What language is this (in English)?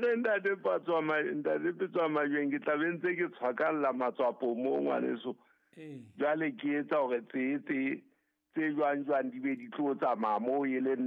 Southern Sotho